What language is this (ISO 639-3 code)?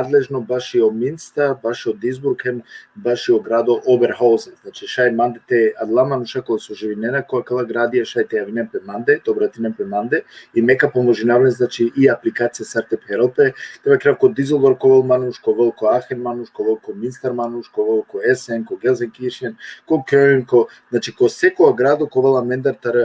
rmn